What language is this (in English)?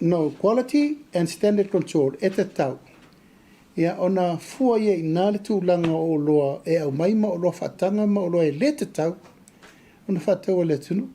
Samoan